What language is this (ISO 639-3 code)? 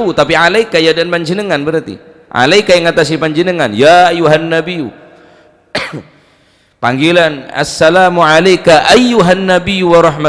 mad